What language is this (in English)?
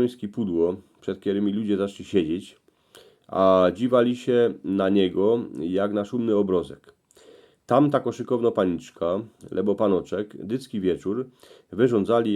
Silesian